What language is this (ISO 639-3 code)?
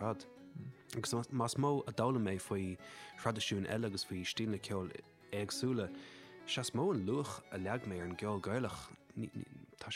gle